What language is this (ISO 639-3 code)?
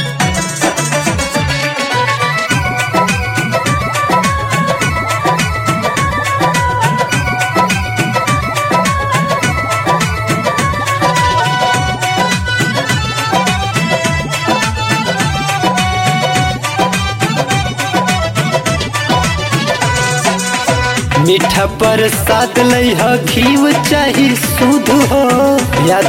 bho